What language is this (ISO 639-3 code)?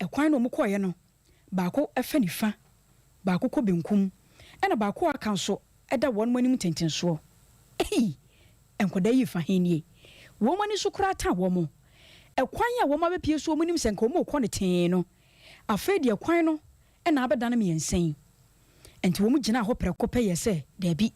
aka